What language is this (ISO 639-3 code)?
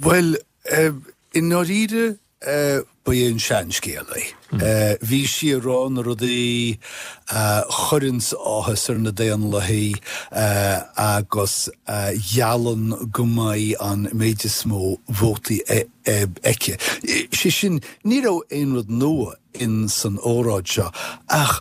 gle